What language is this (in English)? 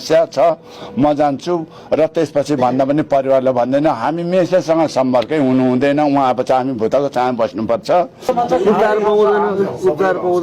Nepali